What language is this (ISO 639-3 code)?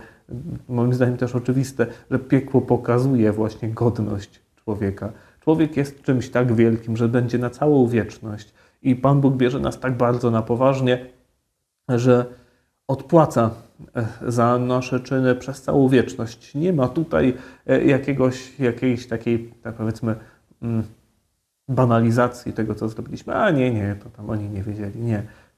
pol